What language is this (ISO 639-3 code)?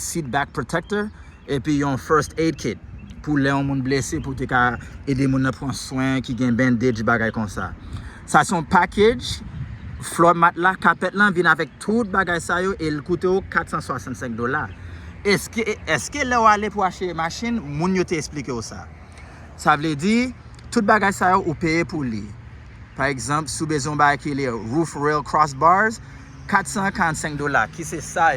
hat